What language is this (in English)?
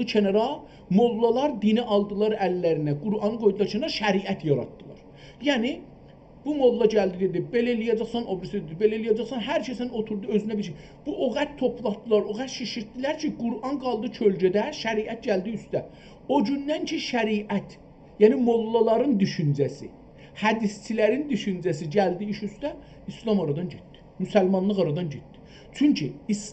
South Azerbaijani